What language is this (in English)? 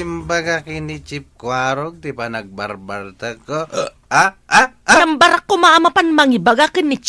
Iloko